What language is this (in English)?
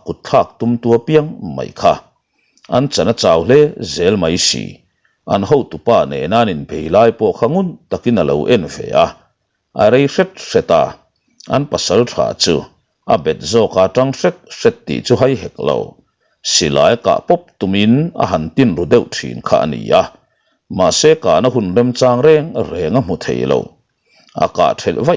Mizo